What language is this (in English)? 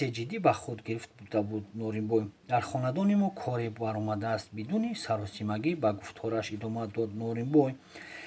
Tajik